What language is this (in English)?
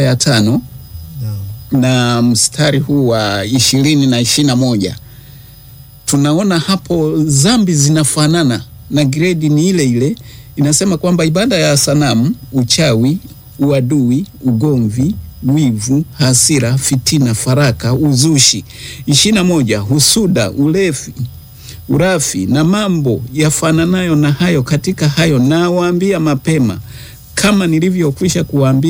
Swahili